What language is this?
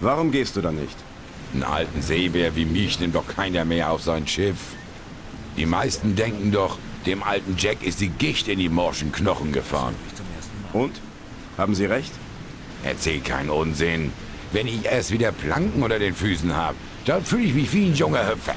Bavarian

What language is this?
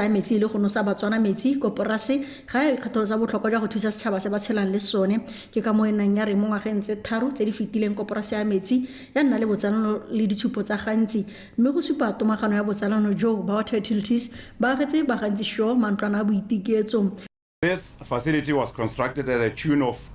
Tswana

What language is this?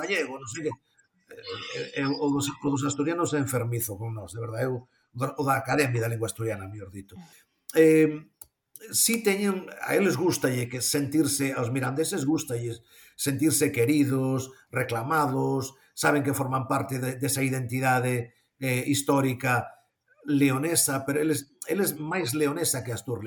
Galician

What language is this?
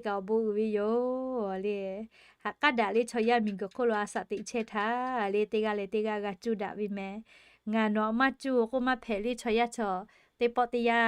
Lahu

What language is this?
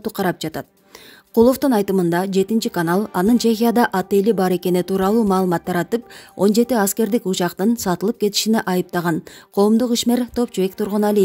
Kyrgyz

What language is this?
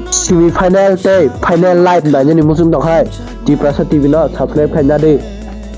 Kok Borok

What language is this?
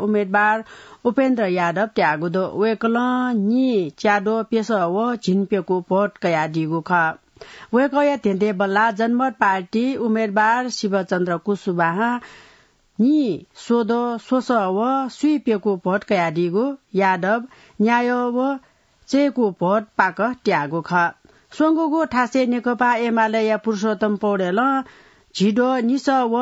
Newari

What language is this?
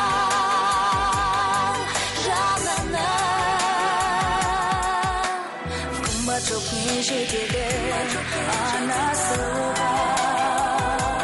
Kazakh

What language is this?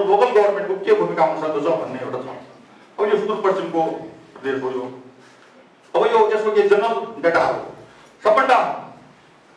Nepali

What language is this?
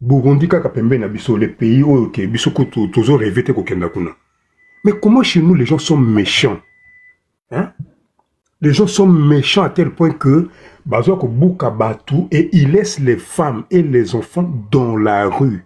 Lingala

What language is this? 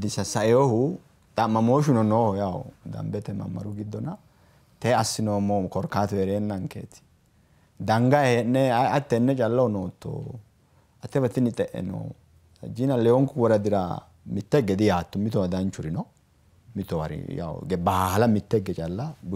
Sidamo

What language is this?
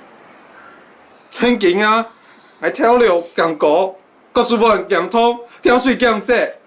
Hakka Chinese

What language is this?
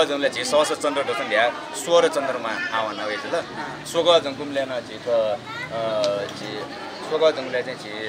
Newari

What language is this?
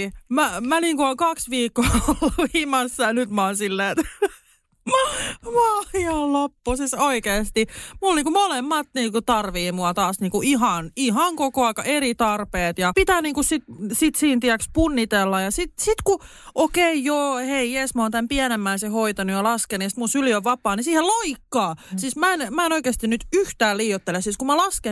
Finnish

